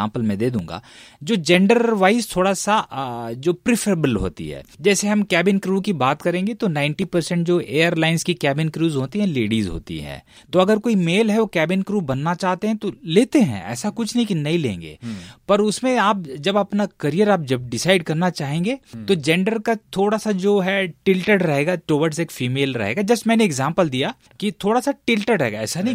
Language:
Hindi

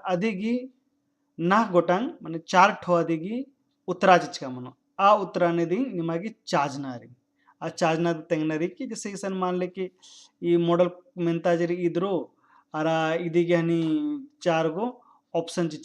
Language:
Kurukh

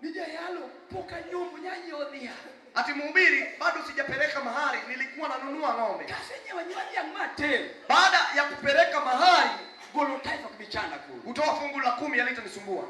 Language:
Luo (Kenya and Tanzania)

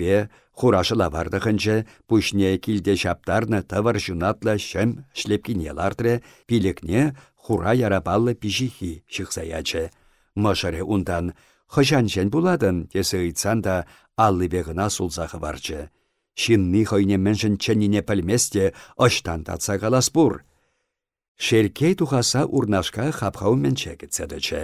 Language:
Chuvash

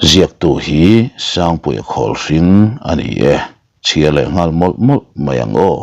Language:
Mizo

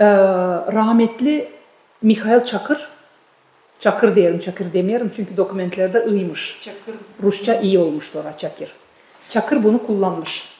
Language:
Gagauz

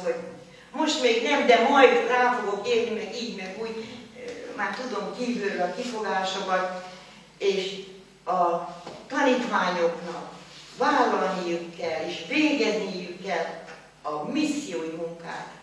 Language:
Hungarian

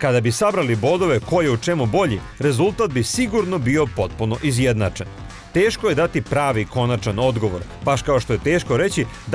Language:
Serbian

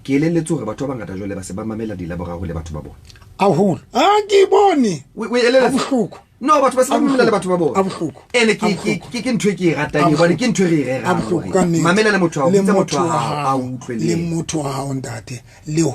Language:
Southern Sotho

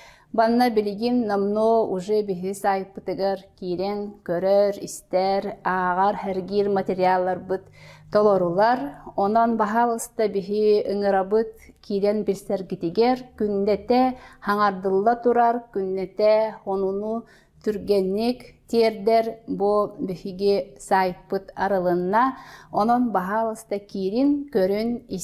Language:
Yakut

